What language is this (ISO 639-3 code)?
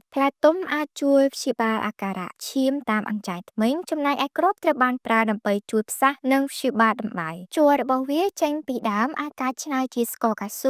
khm